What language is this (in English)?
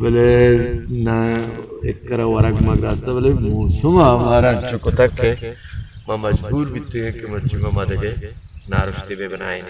Baluchi